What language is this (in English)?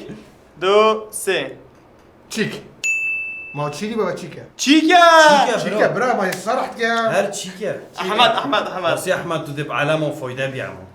Kurdish